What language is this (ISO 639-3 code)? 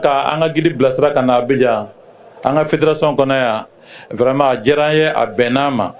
bam